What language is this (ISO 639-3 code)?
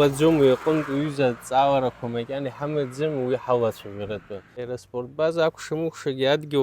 abk